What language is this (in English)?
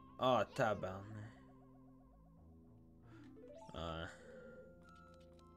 French